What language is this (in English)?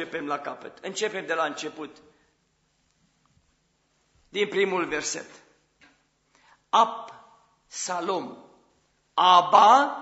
Romanian